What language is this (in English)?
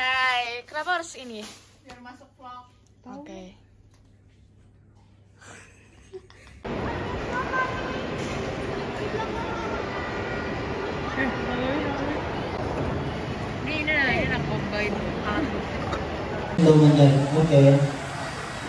Indonesian